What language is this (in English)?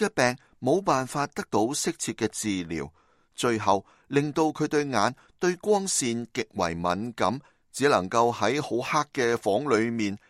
Cantonese